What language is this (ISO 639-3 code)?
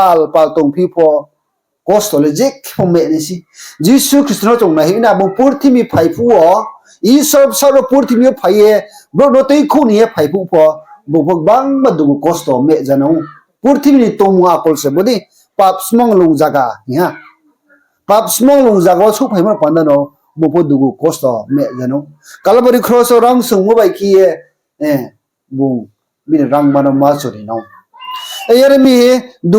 ria